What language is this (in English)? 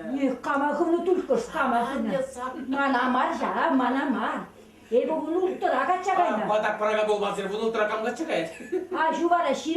Chuvash